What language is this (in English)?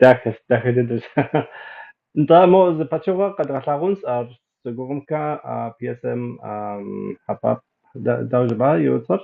Kabardian